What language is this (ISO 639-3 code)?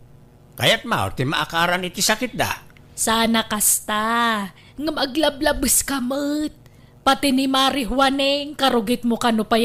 ilo